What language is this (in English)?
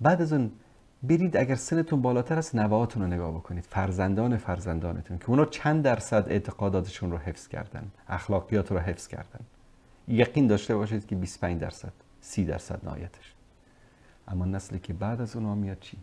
Persian